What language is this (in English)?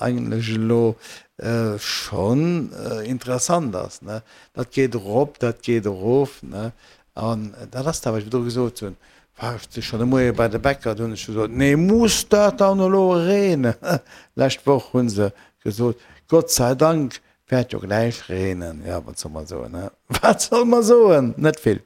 Luxembourgish